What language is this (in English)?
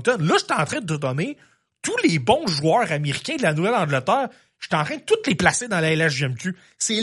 French